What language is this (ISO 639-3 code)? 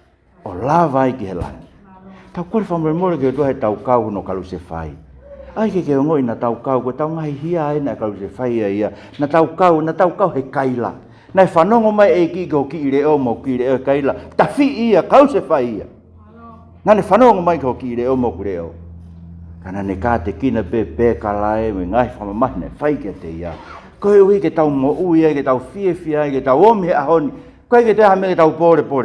ton